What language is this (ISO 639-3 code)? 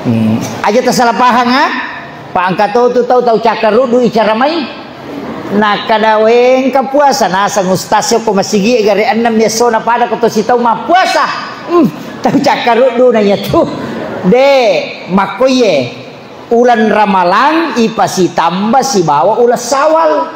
bug